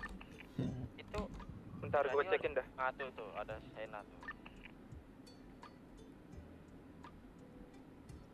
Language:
Indonesian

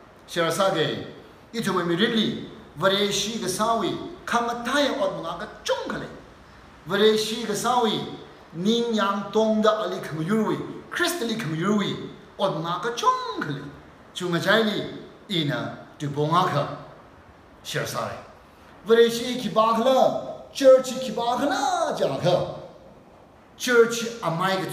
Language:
Tangkhul Naga (India)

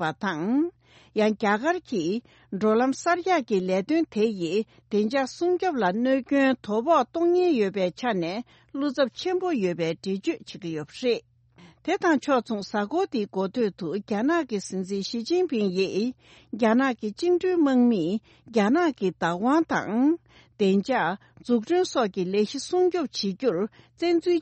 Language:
Tibetan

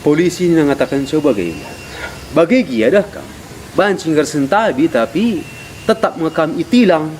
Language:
Batak Karo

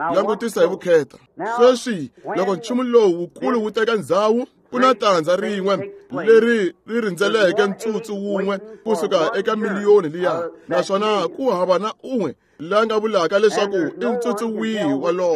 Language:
Tsonga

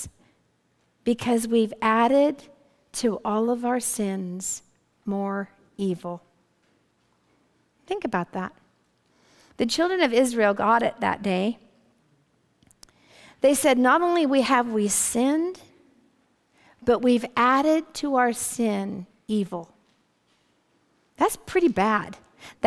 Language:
English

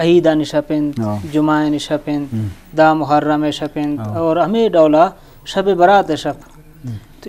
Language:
Eastern Balochi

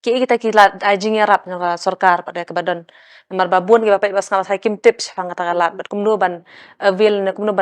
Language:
Khasi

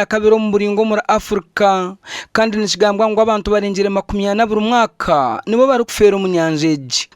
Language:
Nyankole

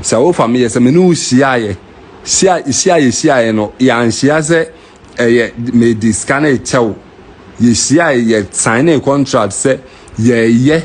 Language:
Akan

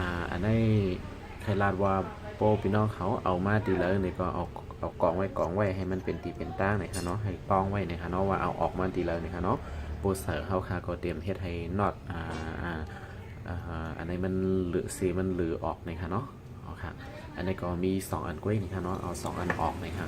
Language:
Shan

